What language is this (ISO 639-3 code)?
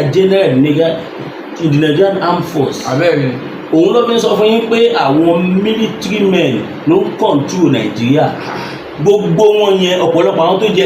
yor